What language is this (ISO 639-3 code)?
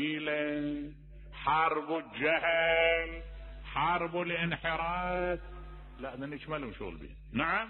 acm